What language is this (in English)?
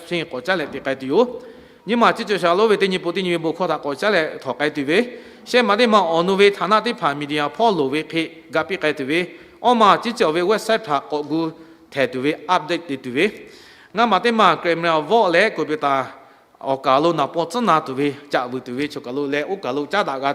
Lahu